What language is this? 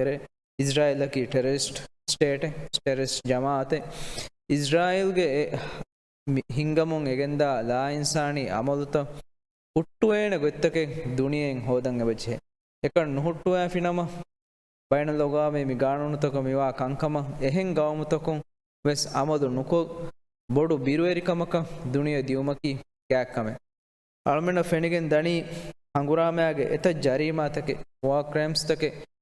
Divehi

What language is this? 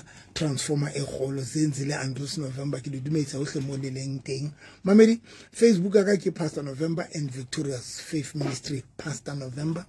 Southern Sotho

